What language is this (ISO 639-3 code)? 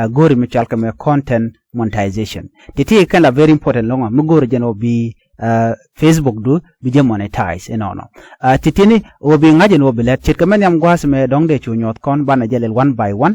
nus